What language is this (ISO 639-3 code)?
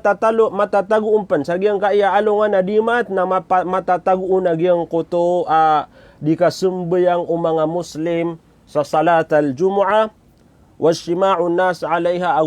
mrw